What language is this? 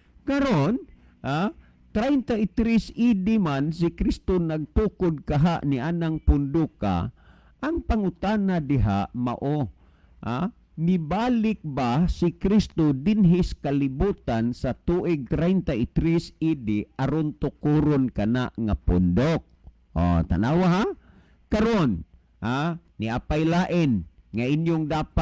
Cebuano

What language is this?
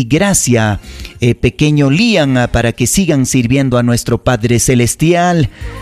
Ayacucho Quechua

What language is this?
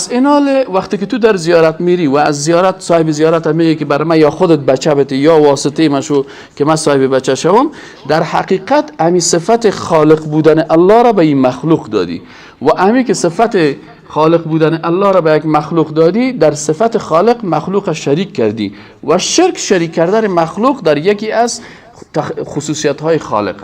Persian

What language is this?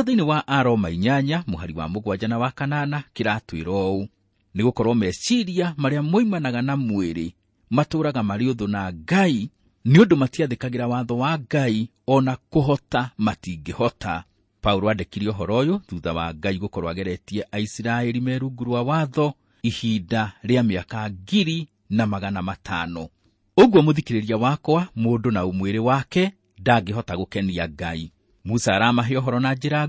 Kikuyu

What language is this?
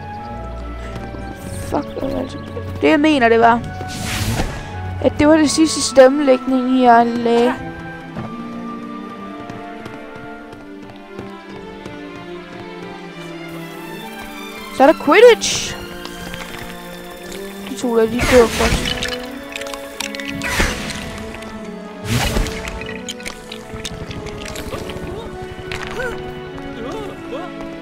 Danish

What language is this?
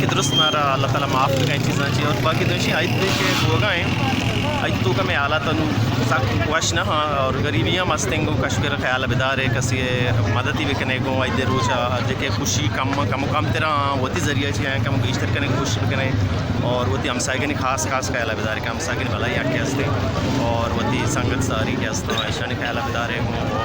Baluchi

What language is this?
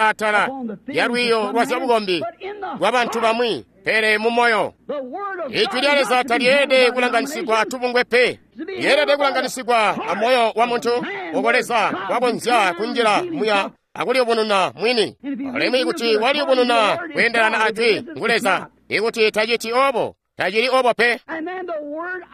Tonga (Zambia)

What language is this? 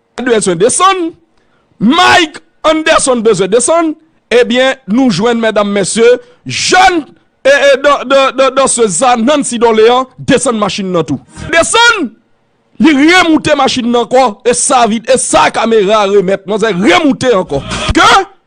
Haitian Creole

